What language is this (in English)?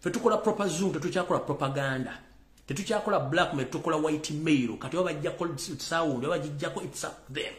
Ganda